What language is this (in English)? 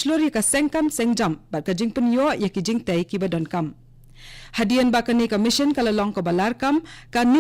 Khasi